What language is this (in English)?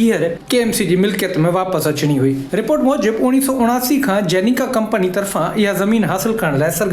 Sindhi